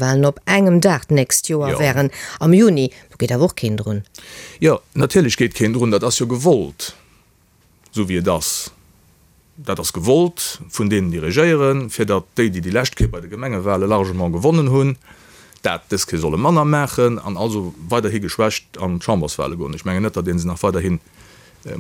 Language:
Luxembourgish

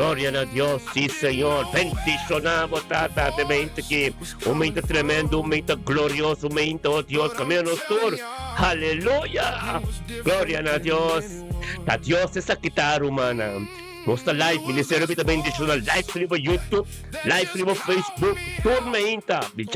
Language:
Papiamento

